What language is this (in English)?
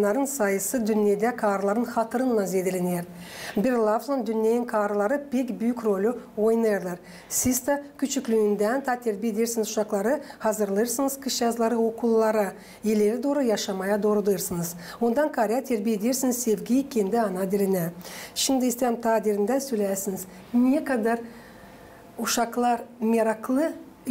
Gagauz